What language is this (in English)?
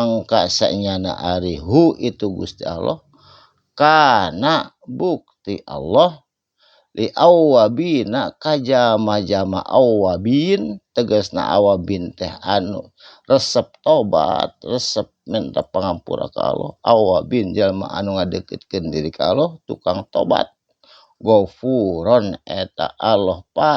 Sundanese